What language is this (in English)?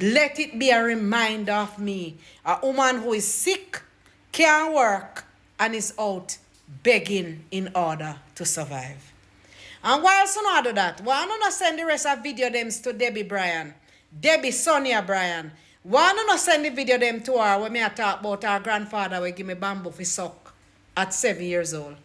Jamaican Creole English